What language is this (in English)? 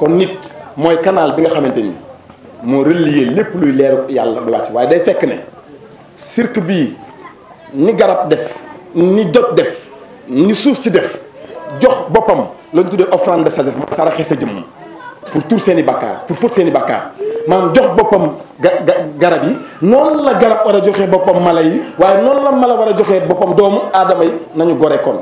Wolof